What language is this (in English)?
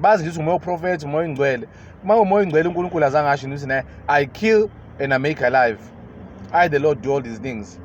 Zulu